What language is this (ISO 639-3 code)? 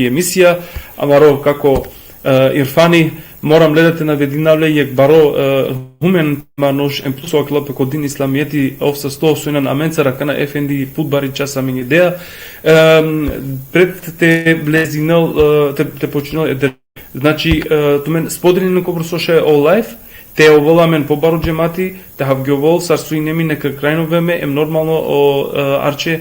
rmn